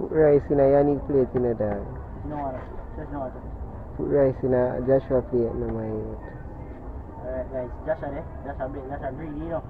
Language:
Jamaican Creole English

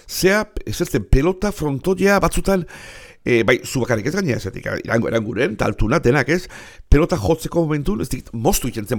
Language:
Basque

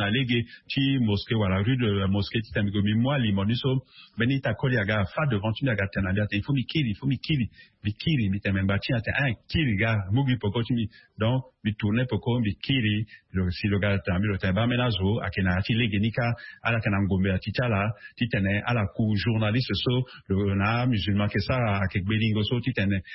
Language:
Sango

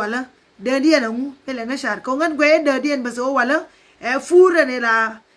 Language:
Nuer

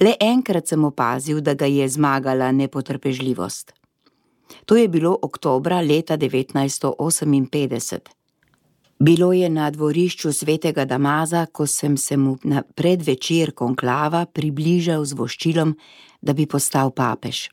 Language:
Slovenian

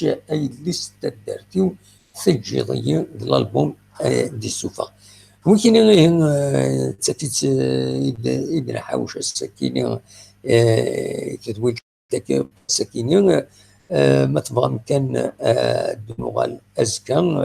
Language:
Kabyle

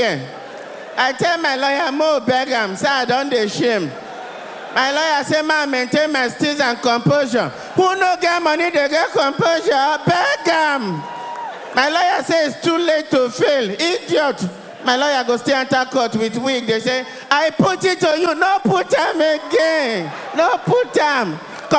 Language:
Nigerian Pidgin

